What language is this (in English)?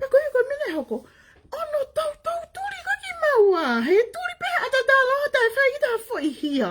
Tongan